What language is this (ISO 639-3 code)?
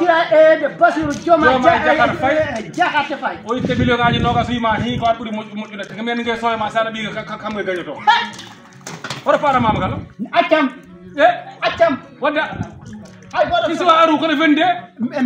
ful